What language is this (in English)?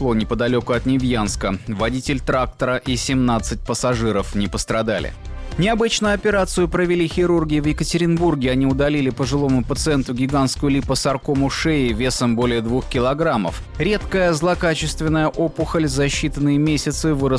Russian